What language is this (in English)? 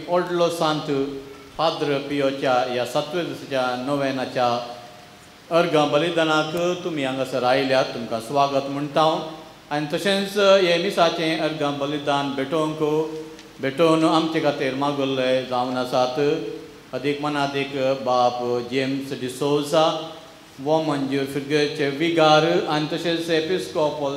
Konkani